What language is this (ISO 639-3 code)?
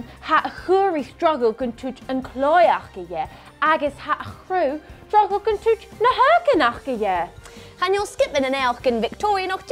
gla